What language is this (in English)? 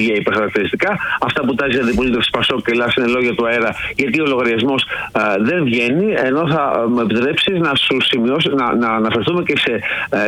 Greek